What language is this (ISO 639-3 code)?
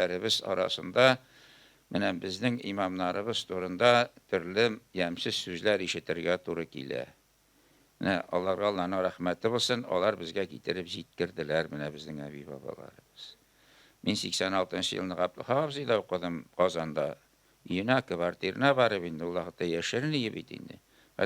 tat